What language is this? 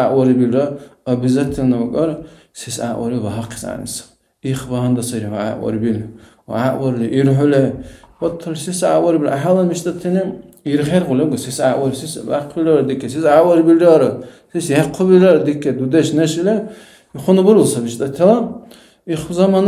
Dargwa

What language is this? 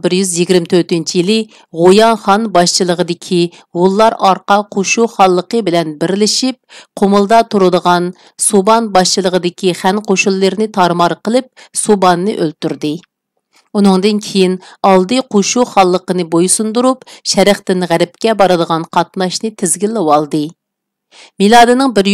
Uyghur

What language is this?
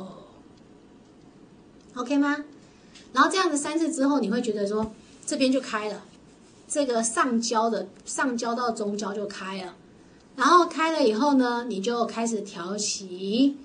Chinese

